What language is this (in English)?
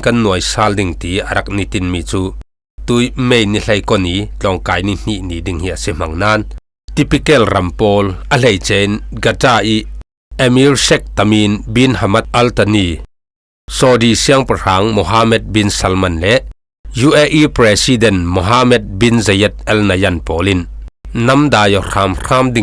Falam Chin